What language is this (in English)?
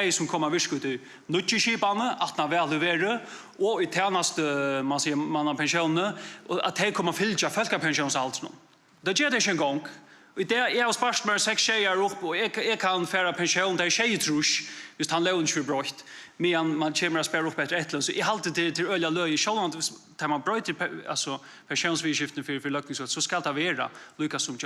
Faroese